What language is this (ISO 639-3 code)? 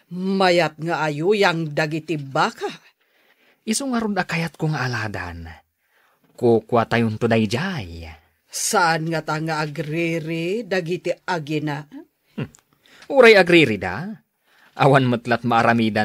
ilo